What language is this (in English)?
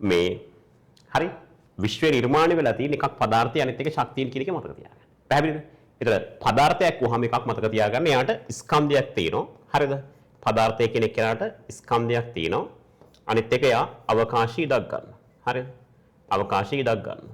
Sinhala